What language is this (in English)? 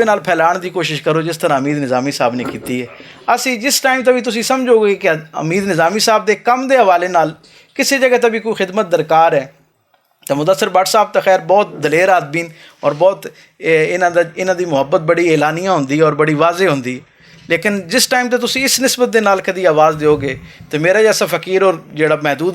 Western Panjabi